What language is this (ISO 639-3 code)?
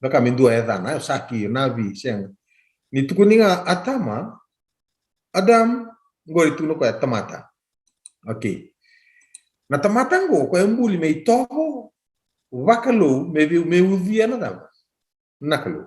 fij